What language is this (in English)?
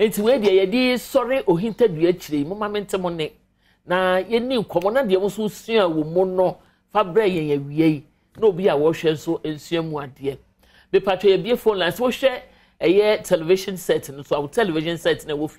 Akan